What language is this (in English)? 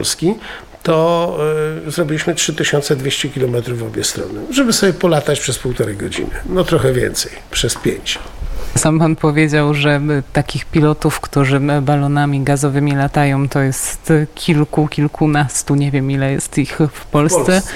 Polish